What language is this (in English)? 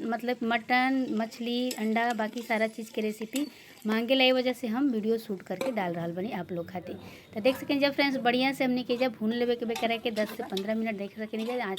Bhojpuri